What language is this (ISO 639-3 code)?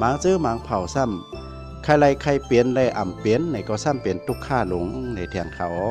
shn